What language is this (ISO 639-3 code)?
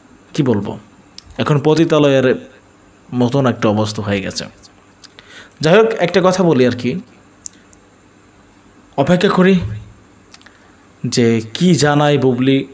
ben